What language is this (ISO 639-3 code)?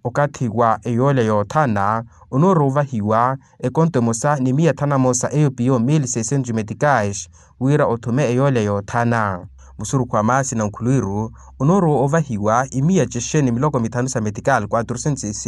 vmw